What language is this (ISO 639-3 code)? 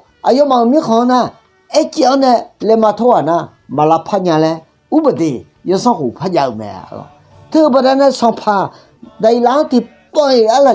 ahk